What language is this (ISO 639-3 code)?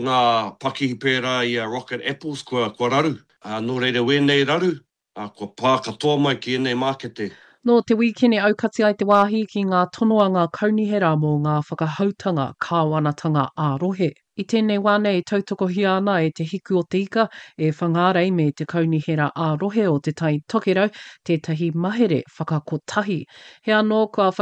mri